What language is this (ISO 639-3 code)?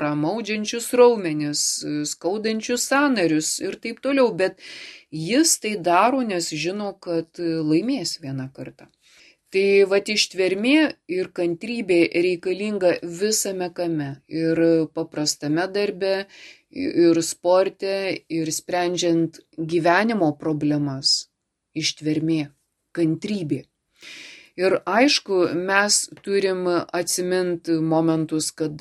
lit